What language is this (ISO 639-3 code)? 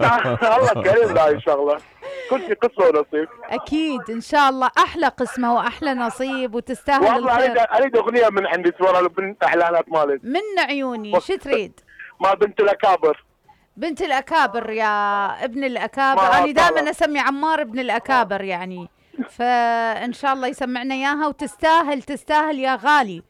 acm